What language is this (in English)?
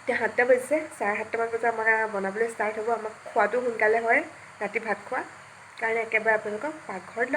Assamese